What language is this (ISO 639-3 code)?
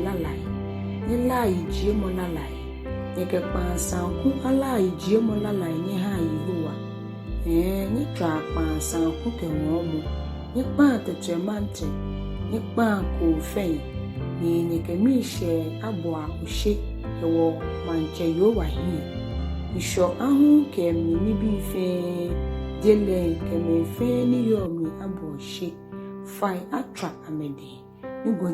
gaa